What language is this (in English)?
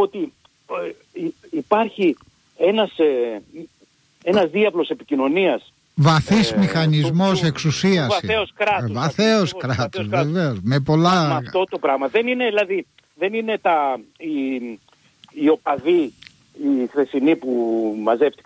Greek